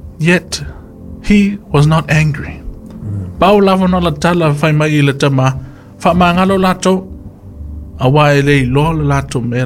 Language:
Samoan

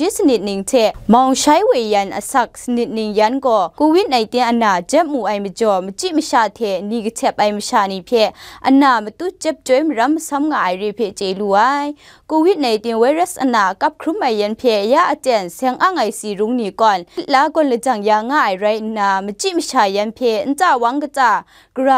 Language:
Kachin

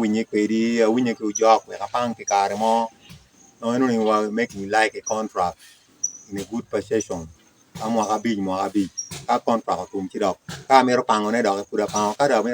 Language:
Acoli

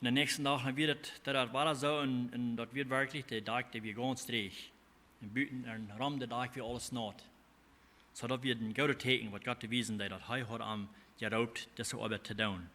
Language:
Plautdietsch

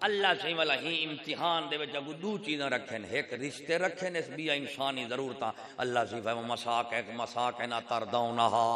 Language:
Saraiki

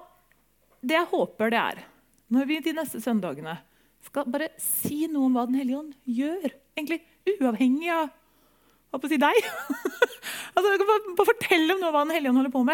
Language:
Norwegian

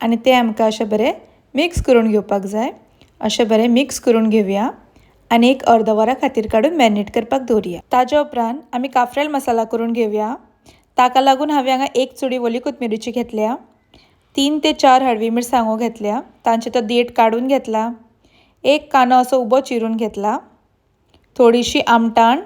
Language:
Konkani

